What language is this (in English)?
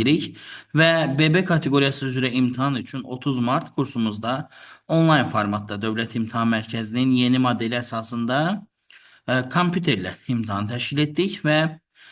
Azerbaijani